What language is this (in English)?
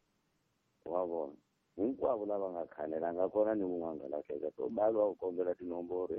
Tsonga